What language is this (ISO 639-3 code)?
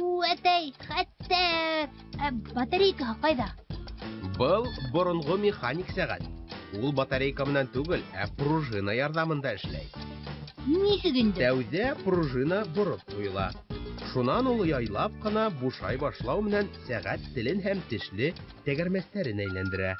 bak